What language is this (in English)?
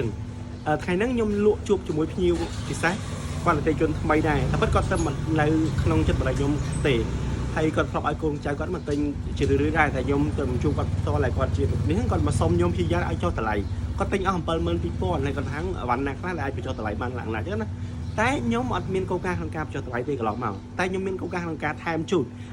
Khmer